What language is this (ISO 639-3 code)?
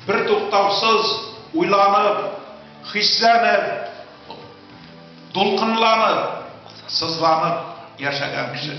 tat